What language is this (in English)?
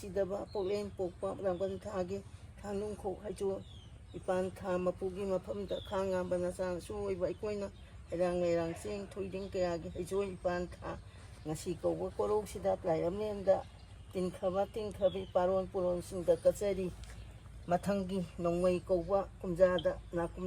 Manipuri